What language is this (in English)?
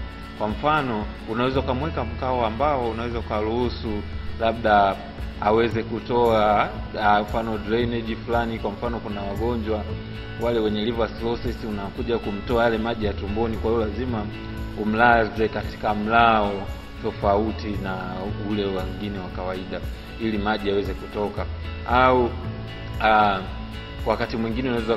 Swahili